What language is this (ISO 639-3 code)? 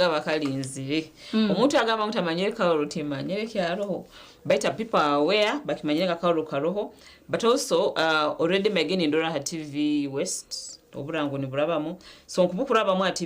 nyn